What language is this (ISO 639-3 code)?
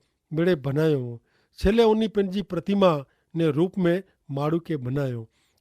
kfr